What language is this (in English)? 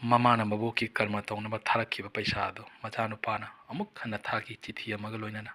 Manipuri